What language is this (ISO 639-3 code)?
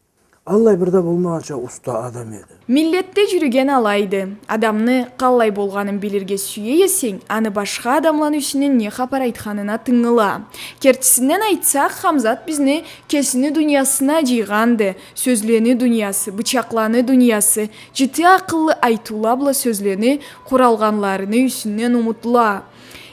krc